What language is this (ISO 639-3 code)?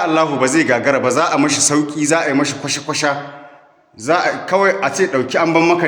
hau